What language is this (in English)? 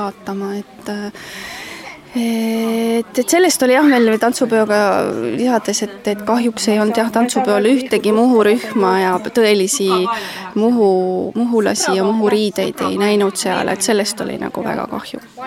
Estonian